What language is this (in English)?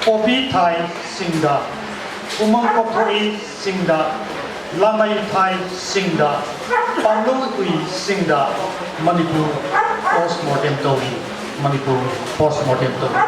Manipuri